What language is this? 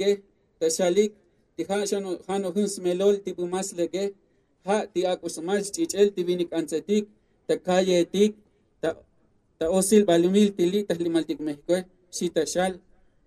Tzotzil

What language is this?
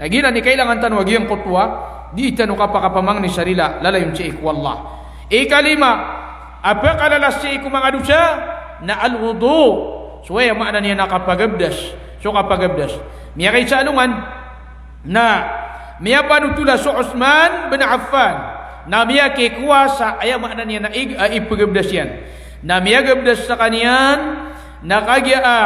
Maranao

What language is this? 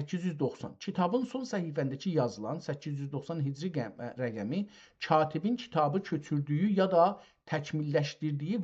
South Azerbaijani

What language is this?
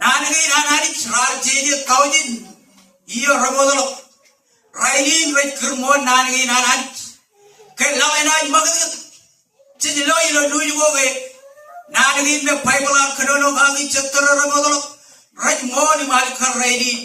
Marshallese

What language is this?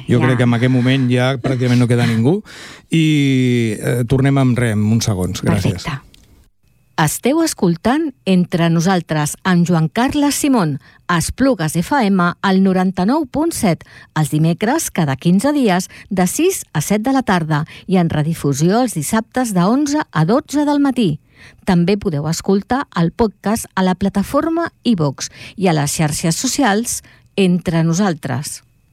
Catalan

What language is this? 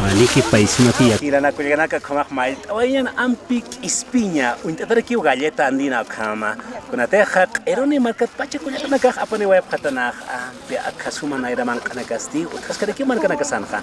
Aymara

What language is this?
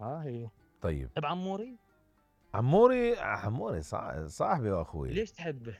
Mesopotamian Arabic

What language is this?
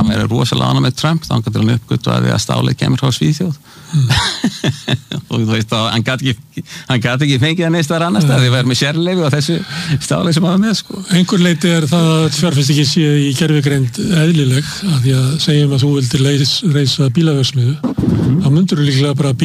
Icelandic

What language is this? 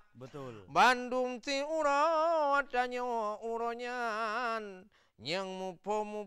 Achinese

